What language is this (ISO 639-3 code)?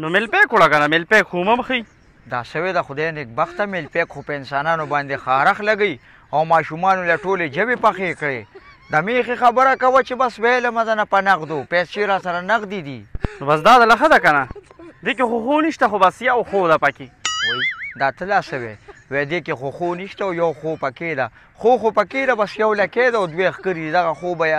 pus